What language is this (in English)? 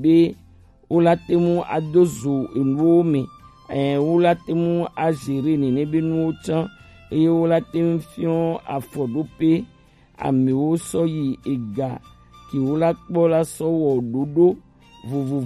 Gen